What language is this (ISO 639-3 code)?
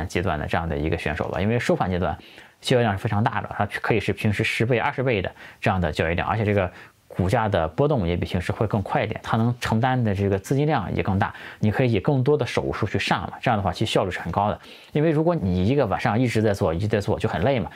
zho